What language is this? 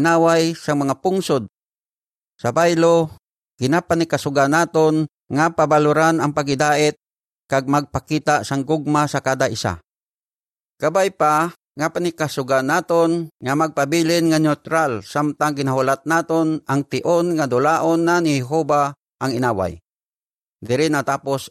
Hiligaynon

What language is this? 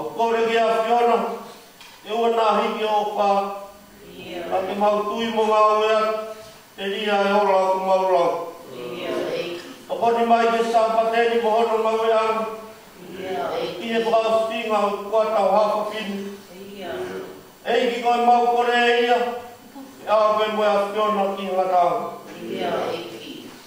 Tongan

